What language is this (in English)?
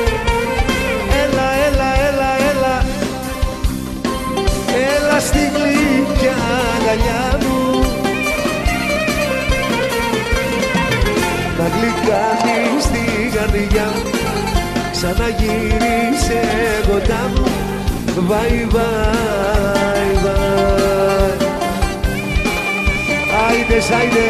Greek